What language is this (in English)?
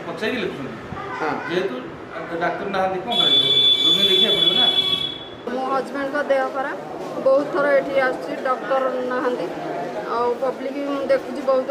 Odia